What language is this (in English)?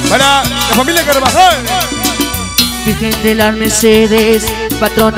Spanish